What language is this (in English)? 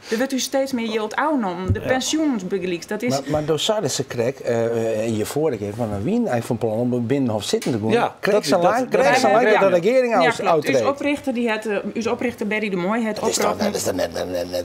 Western Frisian